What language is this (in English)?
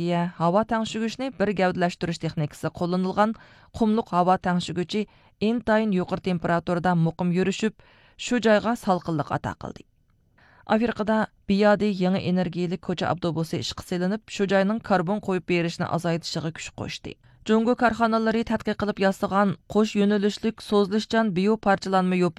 Uyghur